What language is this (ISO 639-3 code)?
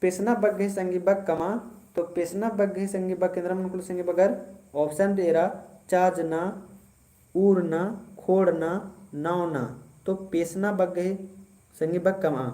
kru